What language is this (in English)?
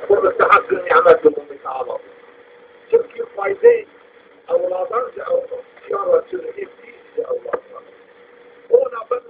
Zaza